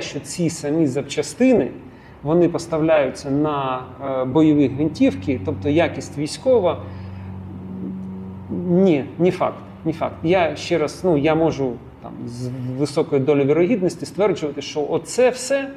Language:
Ukrainian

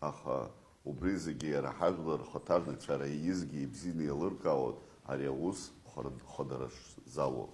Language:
Abkhazian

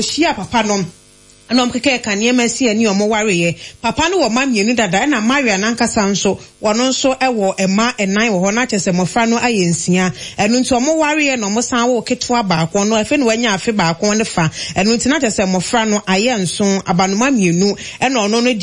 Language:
Akan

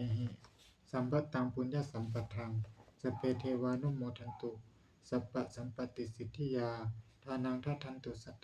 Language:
Pali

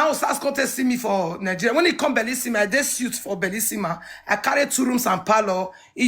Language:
Nigerian Pidgin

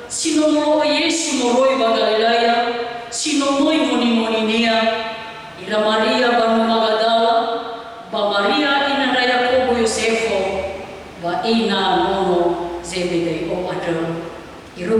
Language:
Nias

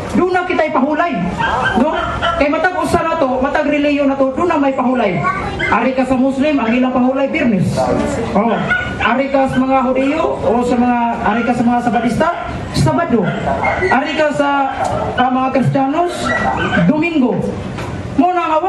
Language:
Cebuano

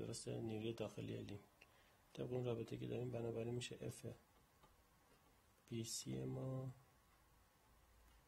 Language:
Persian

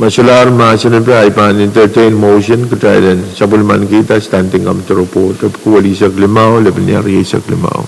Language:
Pohnpeian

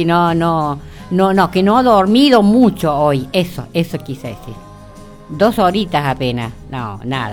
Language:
Spanish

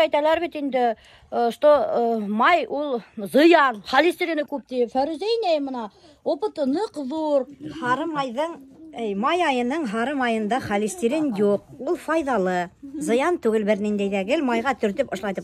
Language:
Bashkir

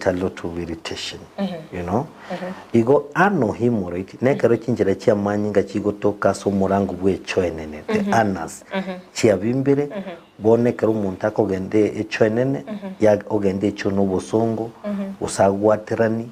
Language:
Gusii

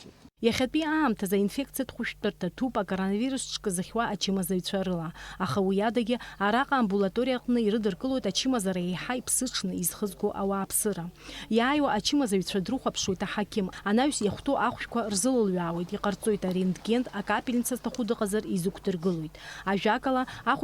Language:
Abkhazian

